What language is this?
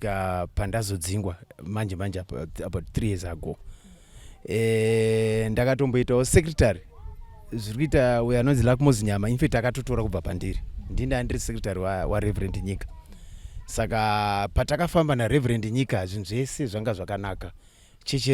Shona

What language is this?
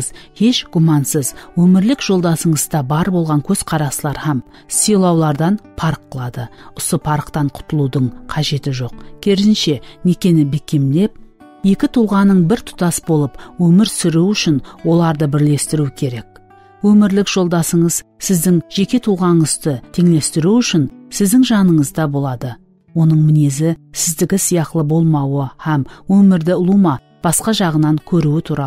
Kara-Kalpak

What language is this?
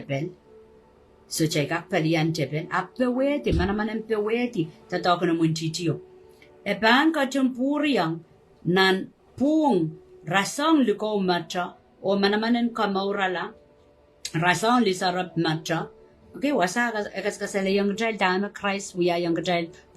Pohnpeian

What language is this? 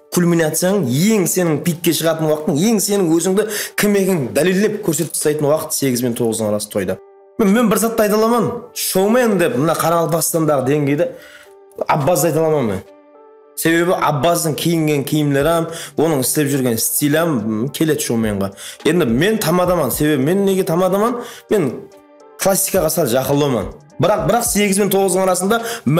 Kara-Kalpak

